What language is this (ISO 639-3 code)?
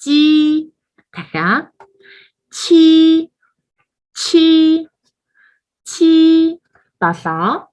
mon